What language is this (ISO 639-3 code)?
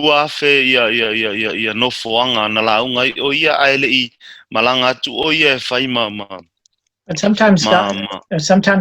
smo